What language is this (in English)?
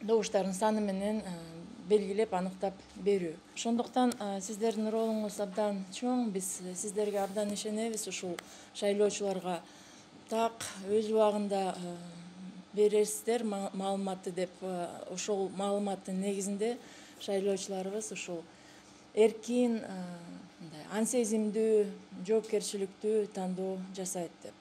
Kyrgyz